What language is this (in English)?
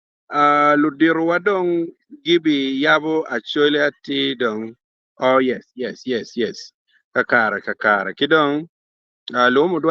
Acoli